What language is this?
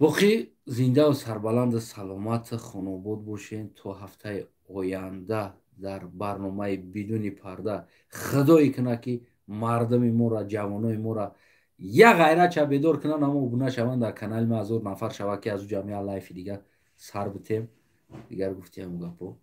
Tajik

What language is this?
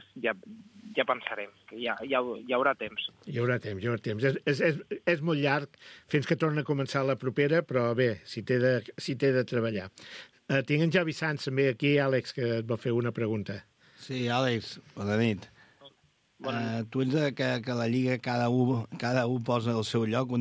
Catalan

